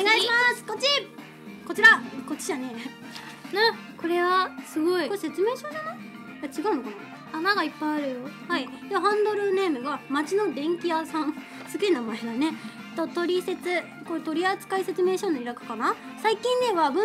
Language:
Japanese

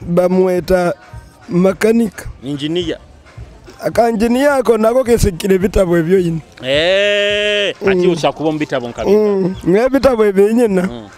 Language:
Nyoro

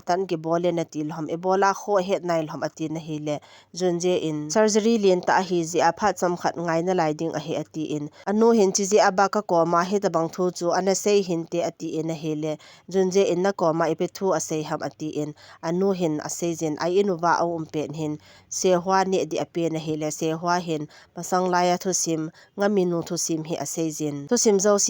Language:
Thado Chin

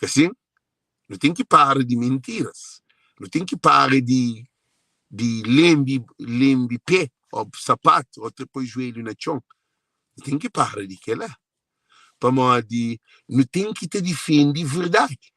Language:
Kabuverdianu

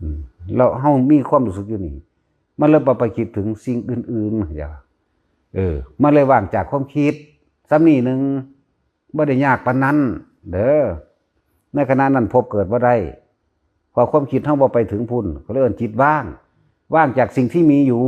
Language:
Northeastern Thai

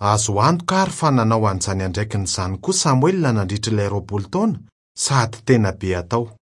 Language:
Malagasy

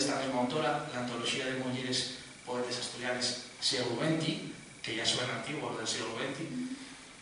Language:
Asturian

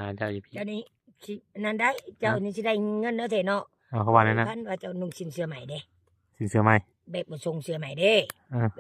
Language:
Lao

